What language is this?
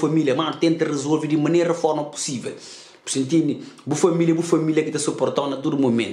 Kabuverdianu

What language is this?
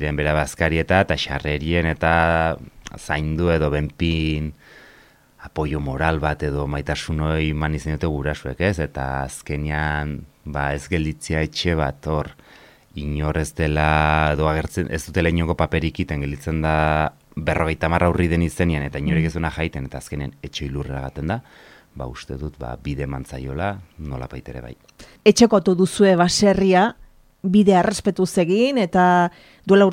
Basque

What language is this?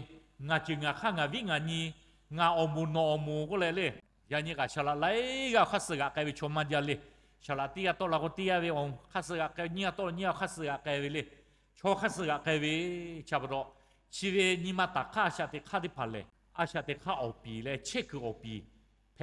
Lahu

